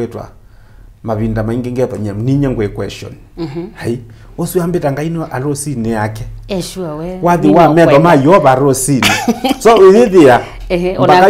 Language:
Kamba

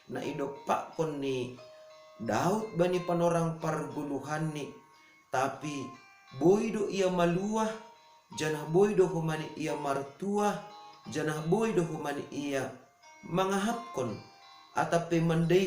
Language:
Batak Simalungun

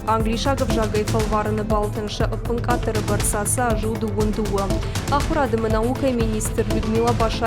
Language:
Ossetic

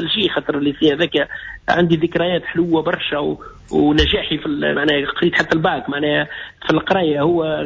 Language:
Tunisian Arabic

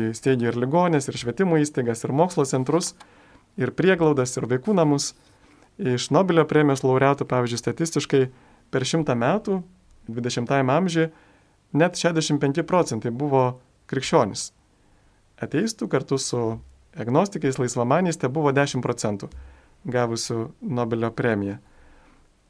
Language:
Lithuanian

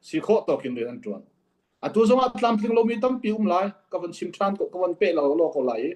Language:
Hakha Chin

